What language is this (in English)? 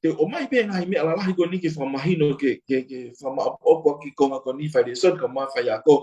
Tongan